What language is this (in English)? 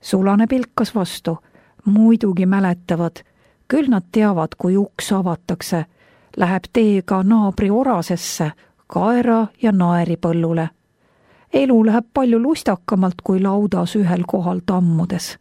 Estonian